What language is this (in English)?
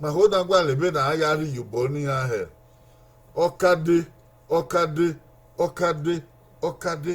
Bini